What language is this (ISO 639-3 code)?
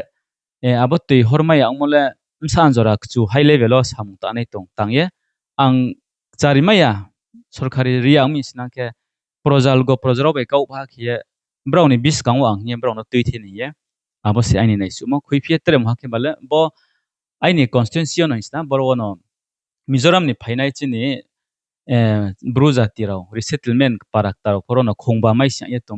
ria